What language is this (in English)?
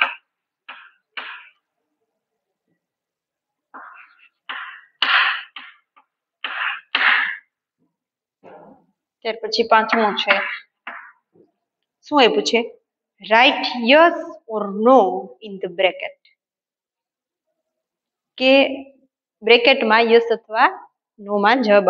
Gujarati